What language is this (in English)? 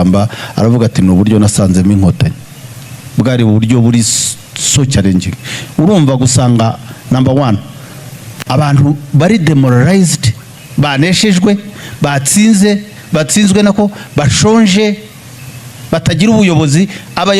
Kinyarwanda